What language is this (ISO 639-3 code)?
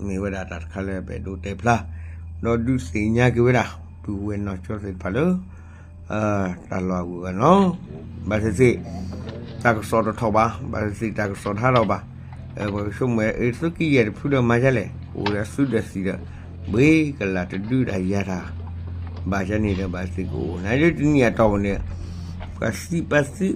ksw